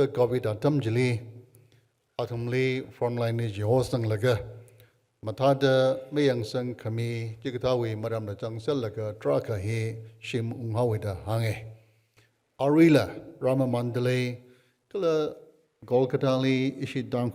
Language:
Tangkhul Naga (India)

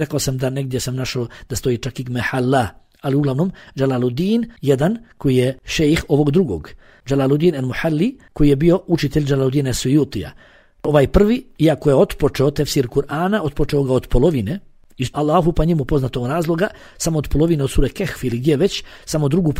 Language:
Bosnian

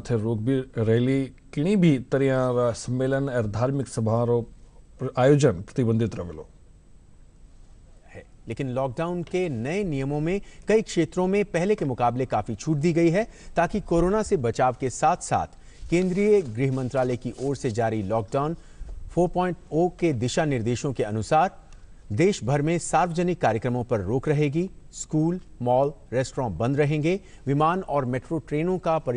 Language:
Hindi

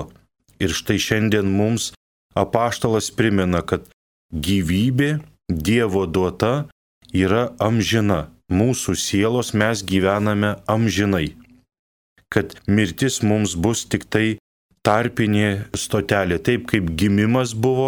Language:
Lithuanian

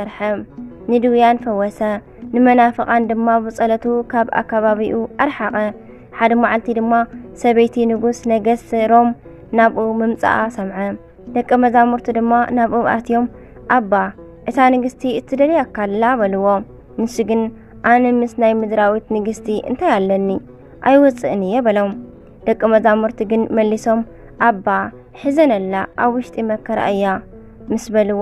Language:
Tigrinya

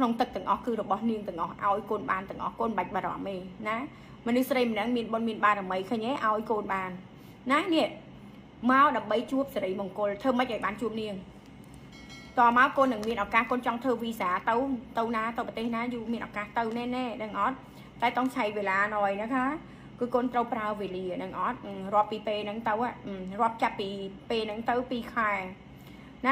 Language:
Khmer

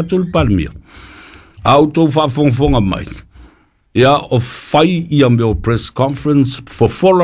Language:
Samoan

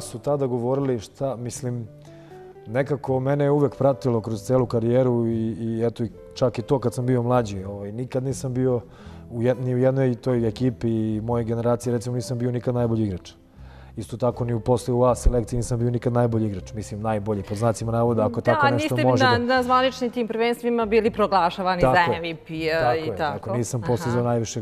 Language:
Serbian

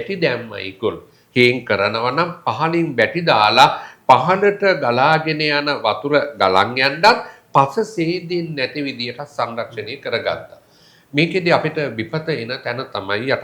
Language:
Sinhala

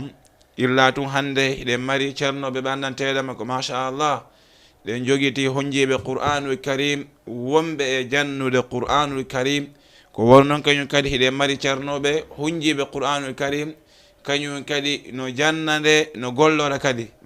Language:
Fula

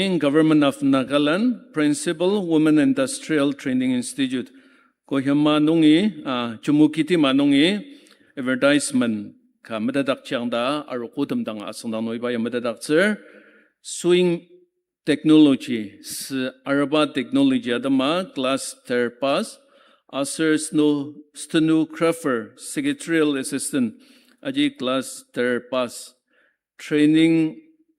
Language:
Ao Naga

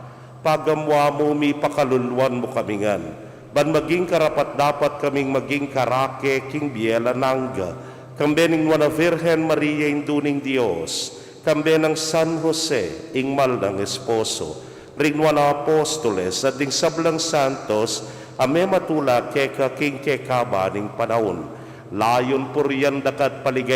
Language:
Pampanga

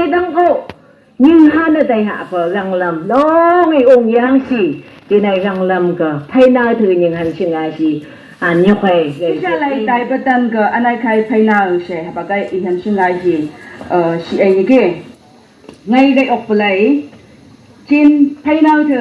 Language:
Phom Naga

